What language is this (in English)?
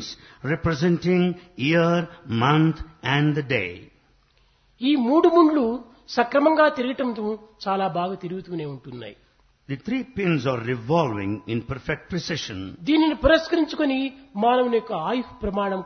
Telugu